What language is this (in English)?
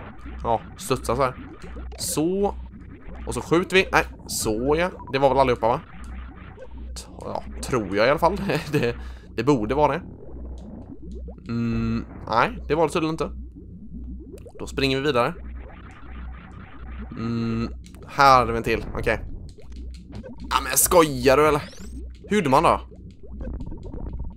Swedish